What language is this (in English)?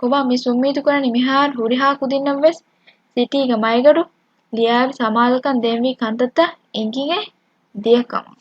Divehi